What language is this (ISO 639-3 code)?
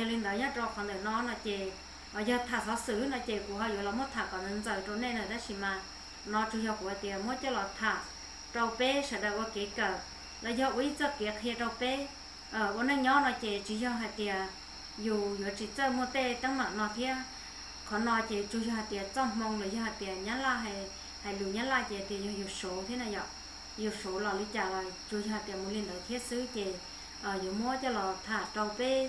hmn